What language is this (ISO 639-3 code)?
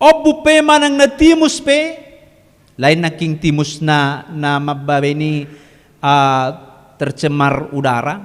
bbc